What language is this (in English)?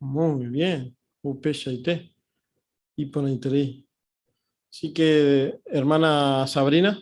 Guarani